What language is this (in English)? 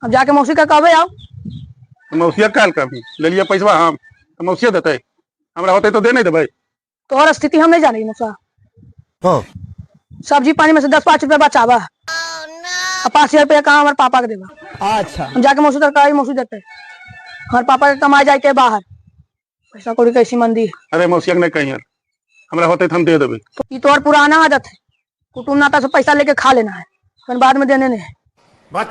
Magahi